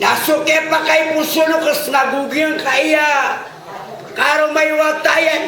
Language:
Maranao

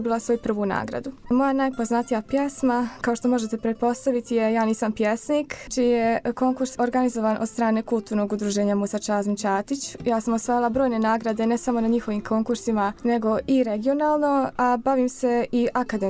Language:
Bosnian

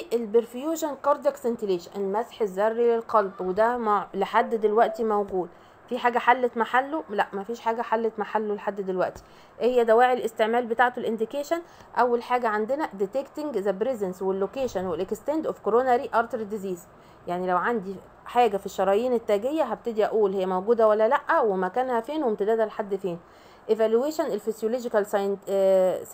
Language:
Egyptian Arabic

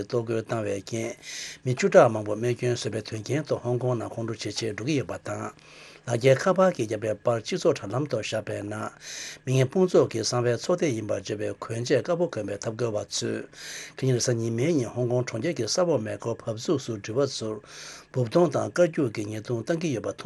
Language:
Tibetan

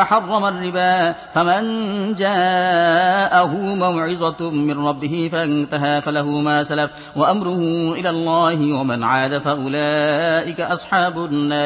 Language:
Arabic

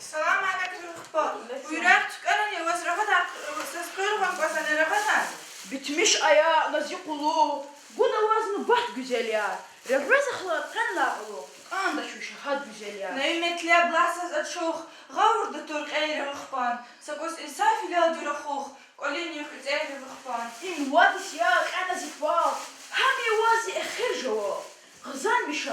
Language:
Lezghian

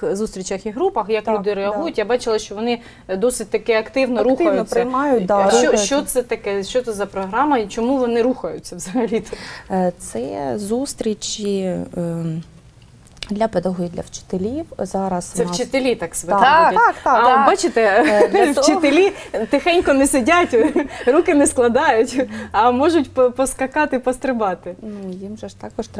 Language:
Ukrainian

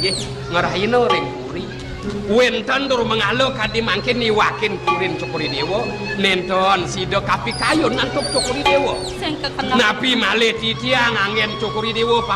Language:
Balinese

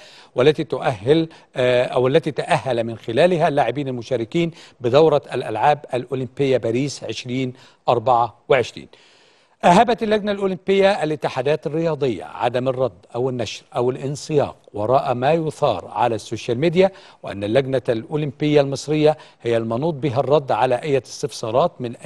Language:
Egyptian Arabic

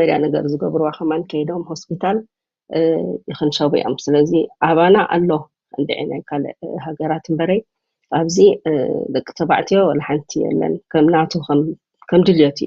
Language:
Tigrinya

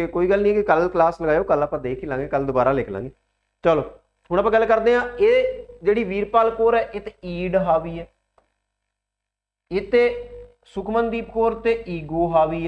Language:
Punjabi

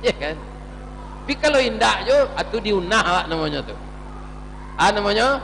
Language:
Minangkabau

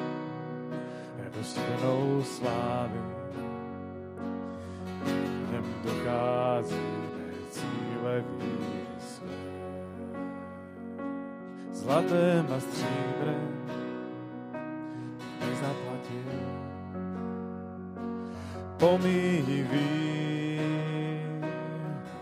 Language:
Czech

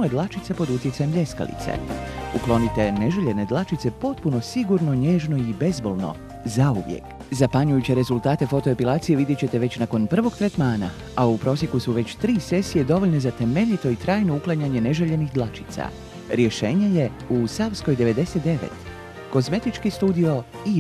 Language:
Croatian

